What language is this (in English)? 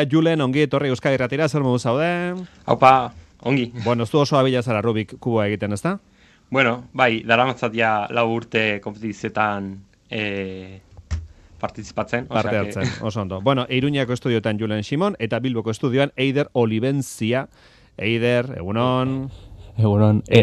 Basque